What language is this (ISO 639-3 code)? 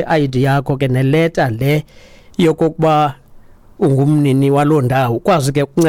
xho